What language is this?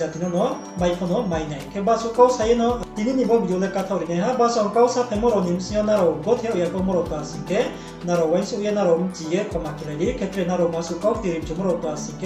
Riang (India)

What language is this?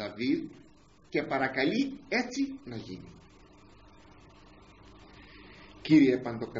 Greek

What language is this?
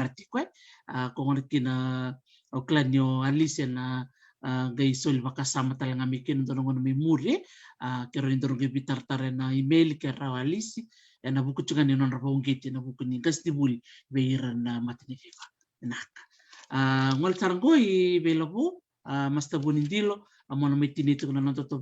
Fijian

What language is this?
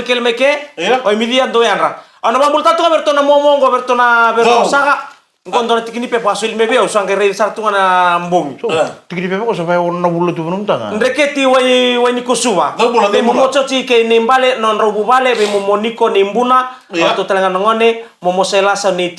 Fijian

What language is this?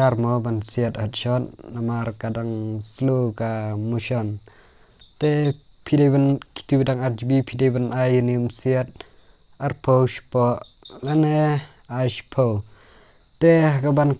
Khasi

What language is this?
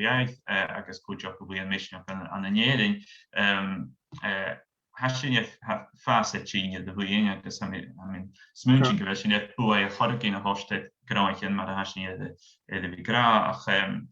Scottish Gaelic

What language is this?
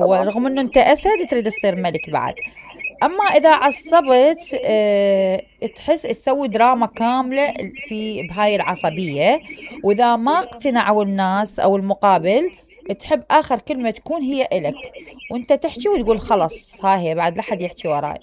Mesopotamian Arabic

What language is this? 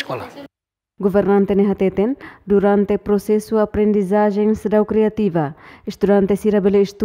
Tetum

